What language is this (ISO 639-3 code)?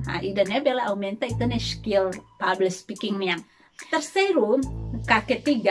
tet